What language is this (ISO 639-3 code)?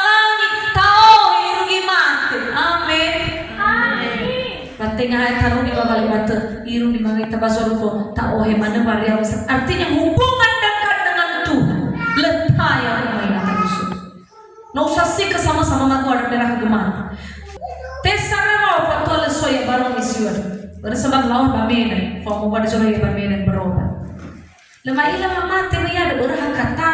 nia